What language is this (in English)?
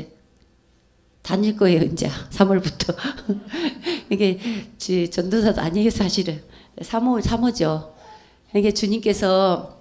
Korean